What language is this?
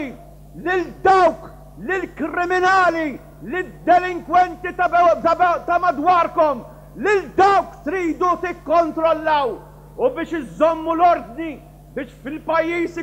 Maltese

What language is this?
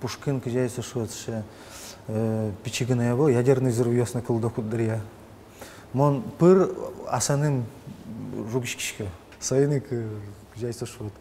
Udmurt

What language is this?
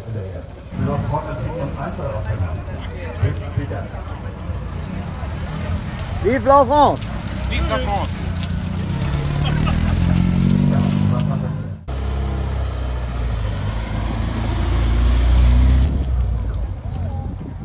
German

